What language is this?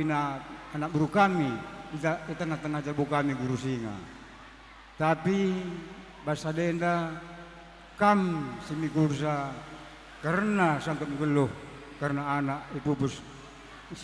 Batak Karo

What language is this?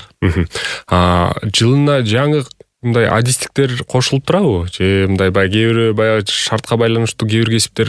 Kyrgyz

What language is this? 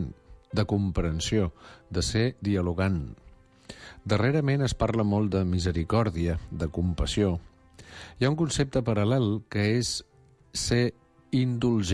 Catalan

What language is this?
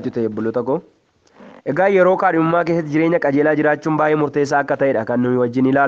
Oromo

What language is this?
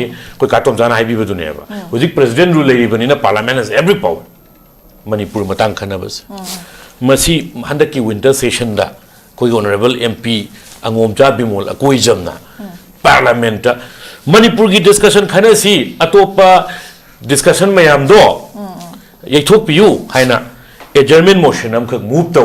Manipuri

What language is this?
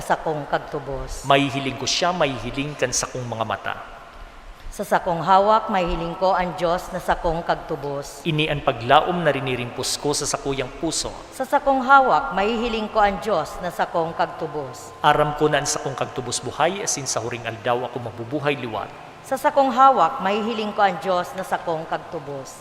Bikol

